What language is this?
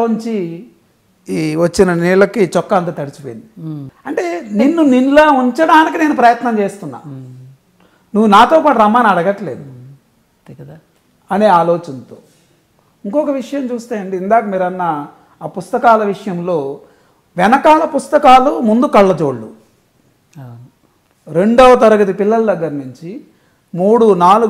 Telugu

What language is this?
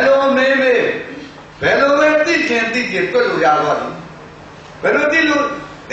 Burmese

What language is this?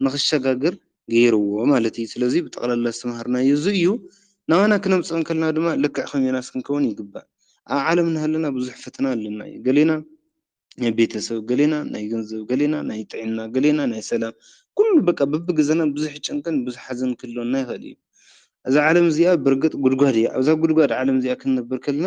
Tigrinya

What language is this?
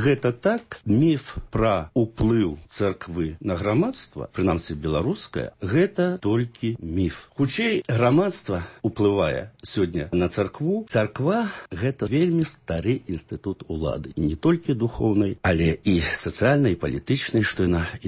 Belarusian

